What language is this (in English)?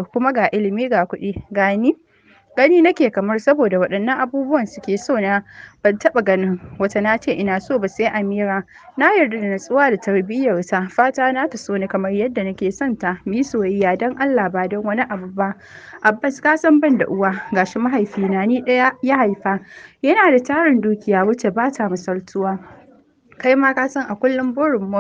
Hausa